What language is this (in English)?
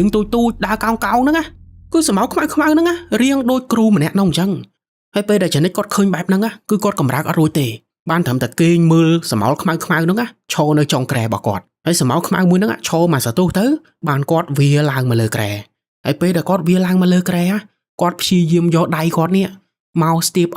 Khmer